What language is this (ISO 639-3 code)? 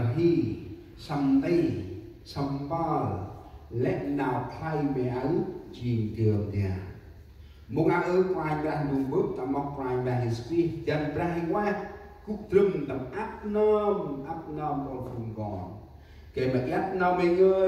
cmo